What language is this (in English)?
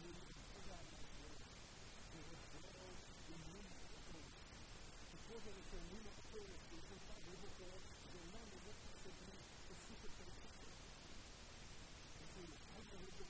Czech